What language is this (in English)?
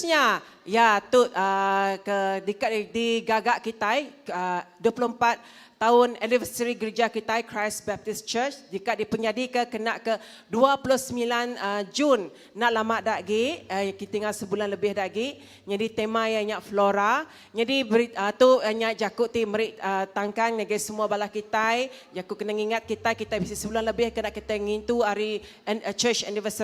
Iban